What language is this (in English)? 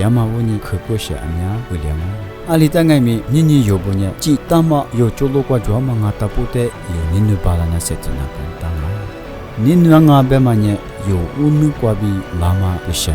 Lisu